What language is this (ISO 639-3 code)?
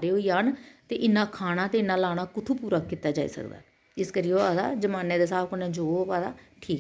doi